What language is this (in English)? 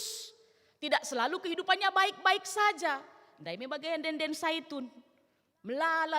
Batak Karo